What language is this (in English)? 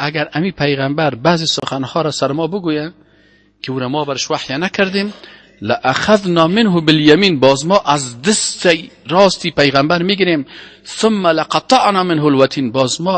Persian